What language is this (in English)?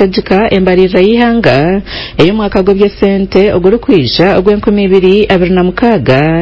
Nyankole